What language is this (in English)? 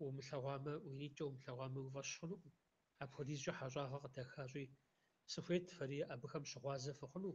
Kabardian